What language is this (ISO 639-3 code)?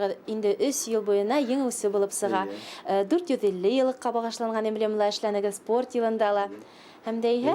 bak